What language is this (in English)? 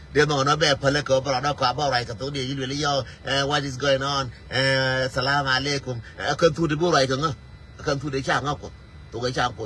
Nuer